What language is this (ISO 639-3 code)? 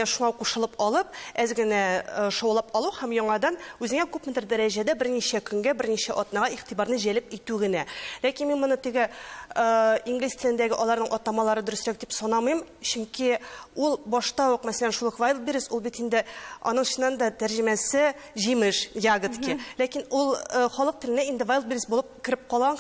tat